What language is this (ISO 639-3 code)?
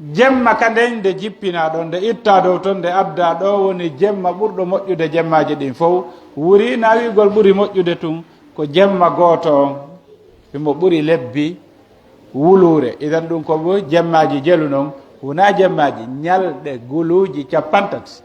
fuf